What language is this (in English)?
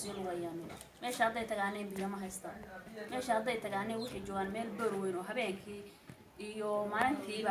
Somali